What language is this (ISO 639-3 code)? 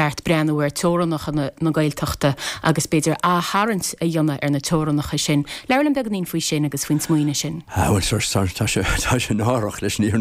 gle